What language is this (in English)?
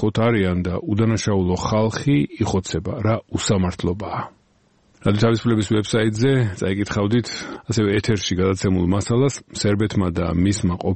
Georgian